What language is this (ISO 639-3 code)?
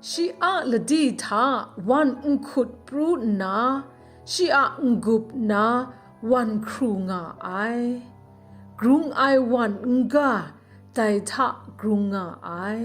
kac